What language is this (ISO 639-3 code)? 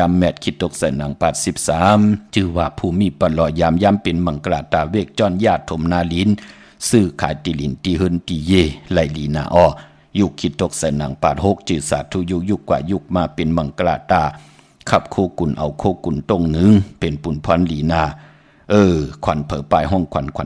shn